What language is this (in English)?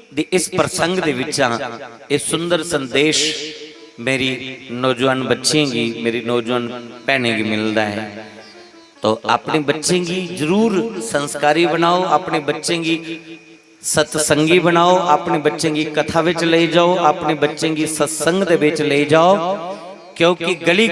Dogri